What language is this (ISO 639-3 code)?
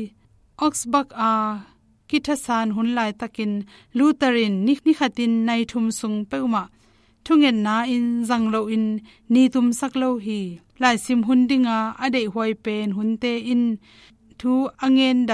ctd